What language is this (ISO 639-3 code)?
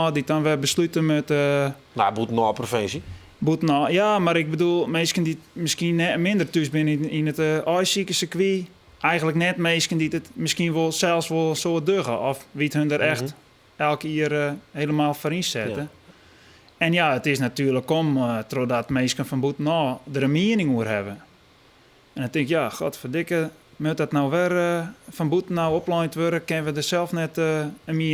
fry